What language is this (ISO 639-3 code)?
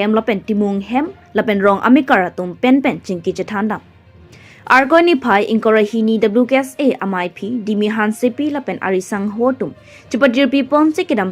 mjw